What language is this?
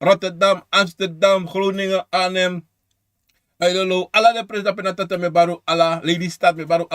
Sranan Tongo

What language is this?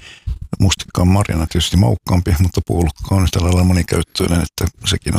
Finnish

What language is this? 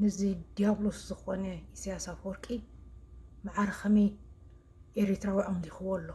Tigrinya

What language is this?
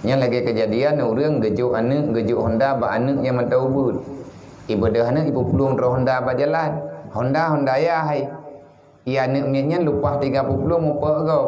Achinese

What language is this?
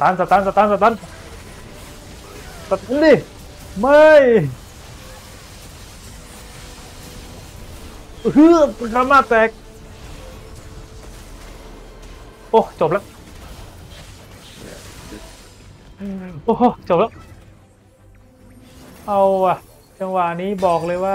Thai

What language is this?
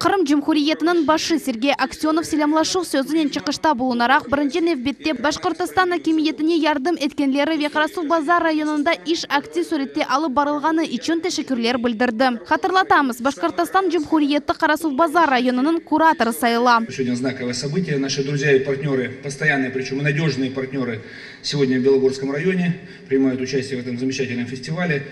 Crimean Tatar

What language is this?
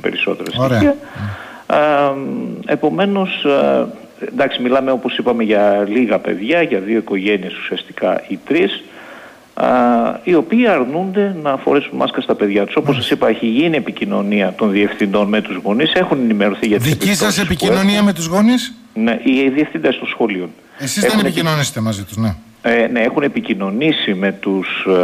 Greek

